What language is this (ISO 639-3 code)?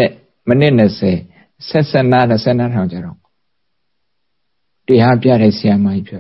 mya